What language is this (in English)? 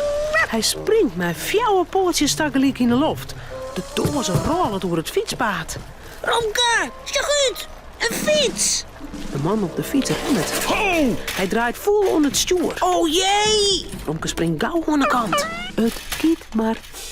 Western Frisian